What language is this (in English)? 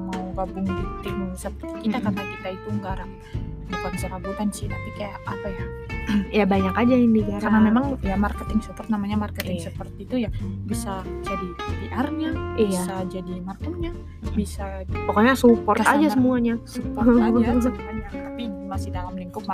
Indonesian